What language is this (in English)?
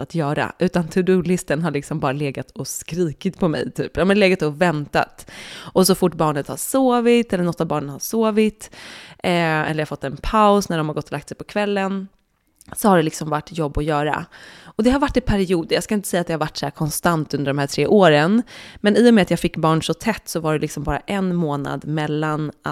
Swedish